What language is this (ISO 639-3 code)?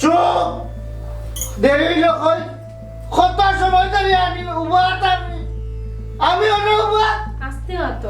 syl